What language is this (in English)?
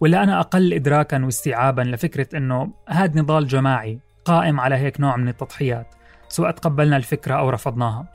North Levantine Arabic